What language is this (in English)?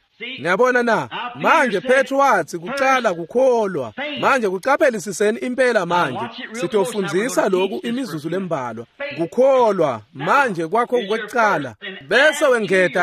Swati